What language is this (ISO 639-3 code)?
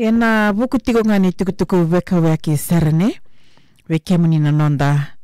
fij